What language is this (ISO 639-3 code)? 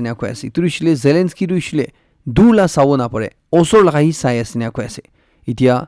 nag